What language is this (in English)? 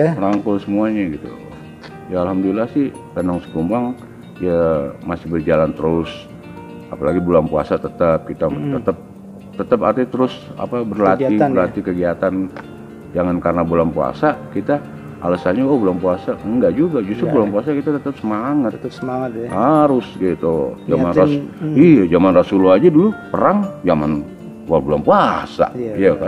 Betawi